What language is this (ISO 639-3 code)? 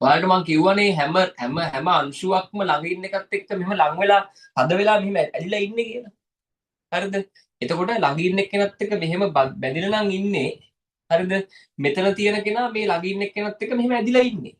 sin